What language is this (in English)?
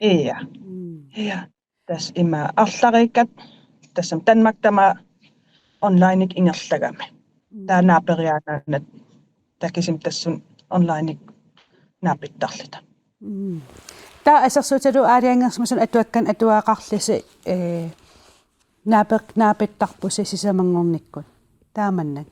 Kalaallisut